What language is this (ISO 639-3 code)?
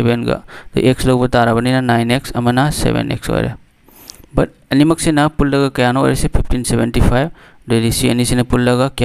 mni